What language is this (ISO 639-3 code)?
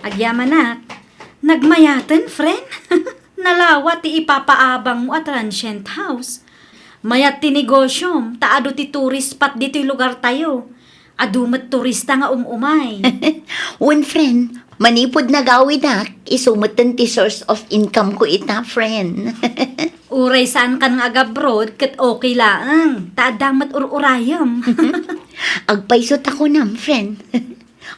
ilo